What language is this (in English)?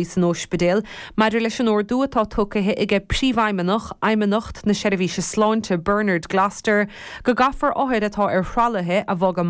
Irish